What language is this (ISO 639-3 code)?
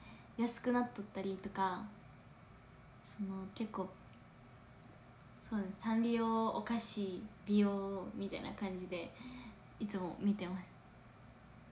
jpn